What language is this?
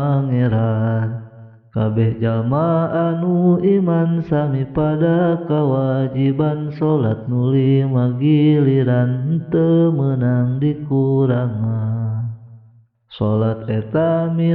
Sundanese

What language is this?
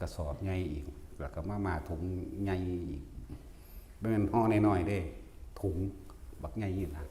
Northeastern Thai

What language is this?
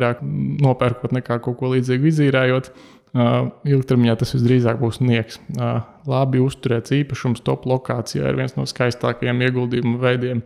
Latvian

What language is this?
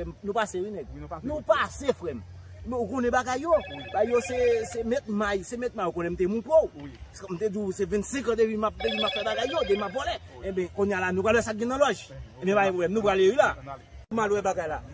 Haitian Creole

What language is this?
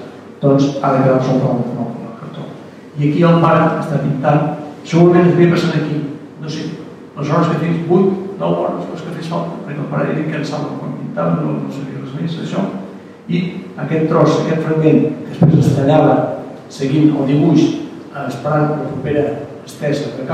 Catalan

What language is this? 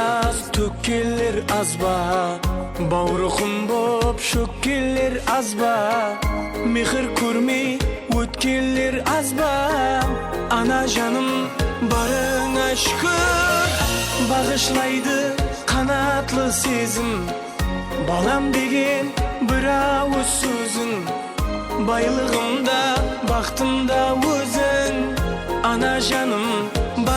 Kara-Kalpak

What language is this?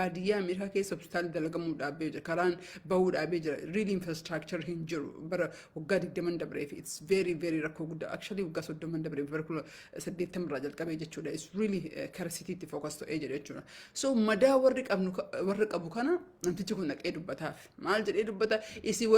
Oromo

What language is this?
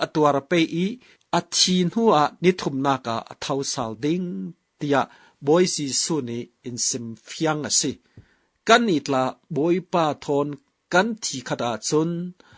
Falam Chin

